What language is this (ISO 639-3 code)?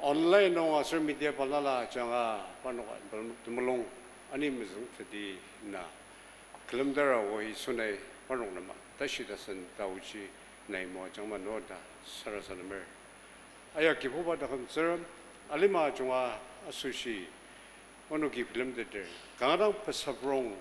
njo